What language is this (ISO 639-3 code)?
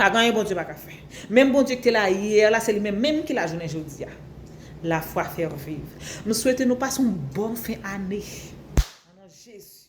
hat